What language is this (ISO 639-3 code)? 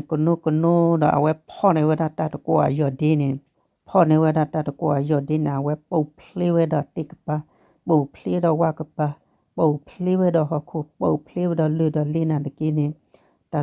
ksw